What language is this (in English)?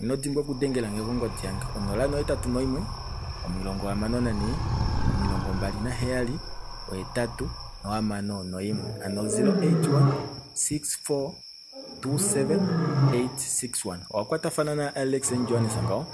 Kuanyama